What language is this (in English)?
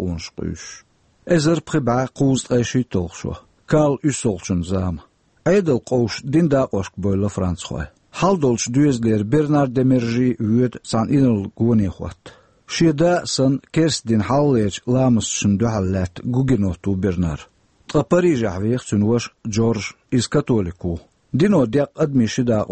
Chechen